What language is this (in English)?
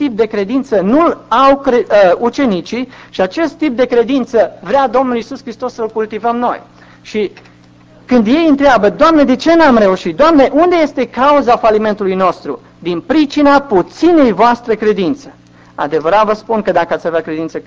Romanian